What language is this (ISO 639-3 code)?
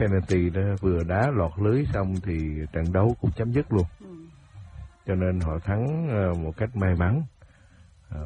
vie